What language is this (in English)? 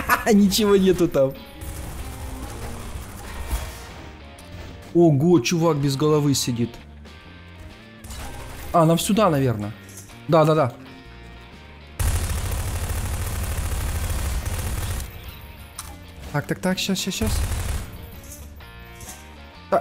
Russian